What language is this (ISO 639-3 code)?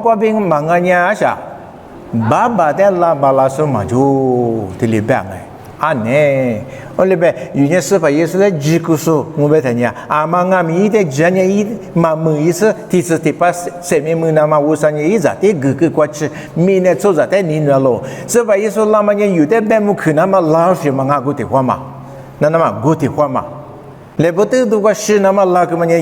lis